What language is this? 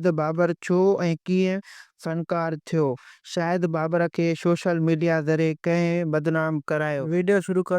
Sindhi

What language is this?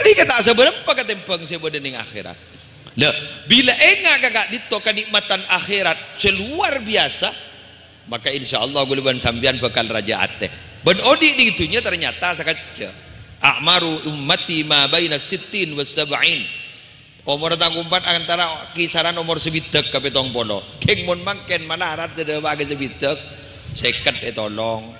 Madurese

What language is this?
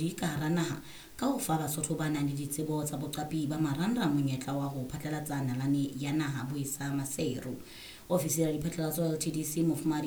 Southern Sotho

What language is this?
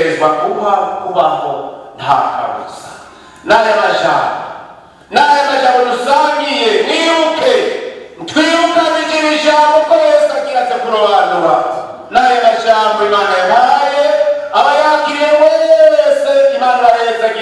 Rundi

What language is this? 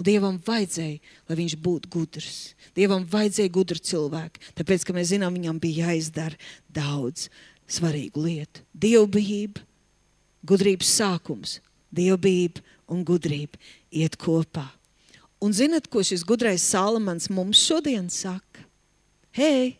Latvian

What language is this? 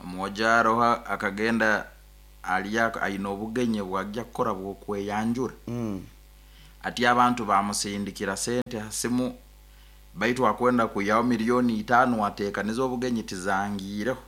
Nyoro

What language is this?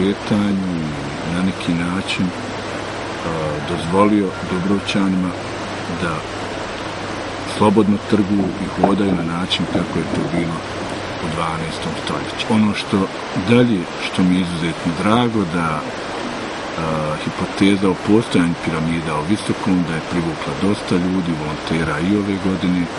Bosnian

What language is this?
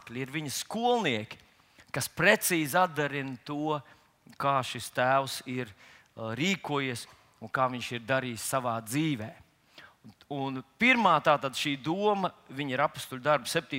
Latvian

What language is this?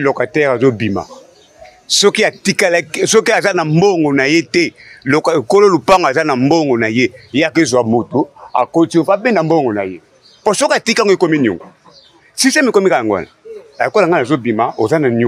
Lingala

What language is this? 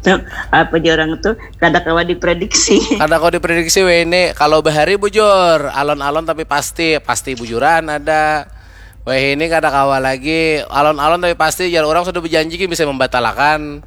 Banjar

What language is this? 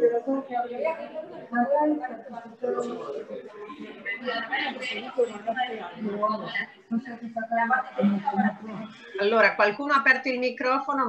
Italian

